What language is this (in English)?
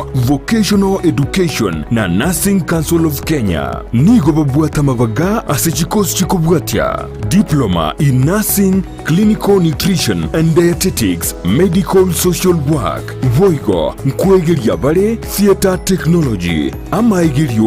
Gusii